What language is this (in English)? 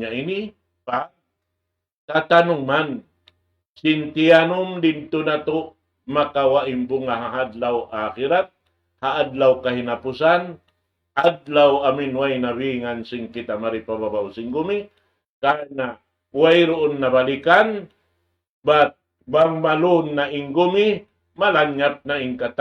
Tausug